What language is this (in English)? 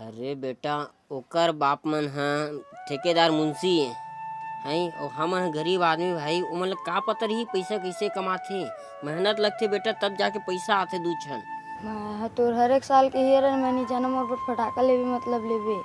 Chhattisgarhi